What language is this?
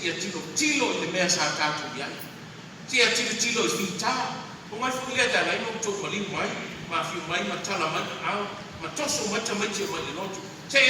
Samoan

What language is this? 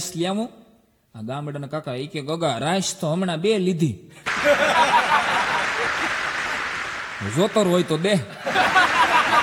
Gujarati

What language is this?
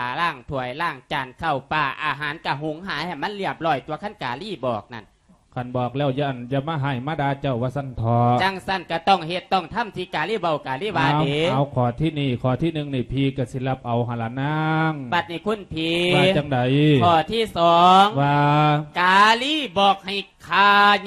Lao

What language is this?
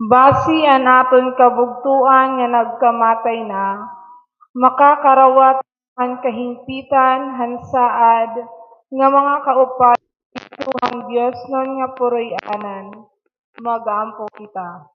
Waray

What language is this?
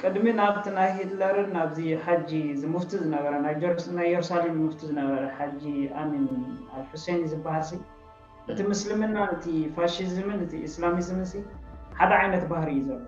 Tigrinya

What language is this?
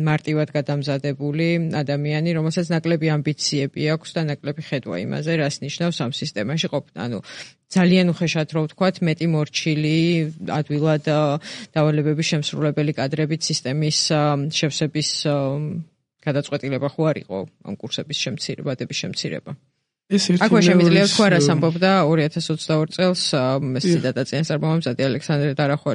Georgian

